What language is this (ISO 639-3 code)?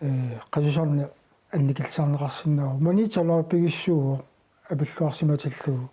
kal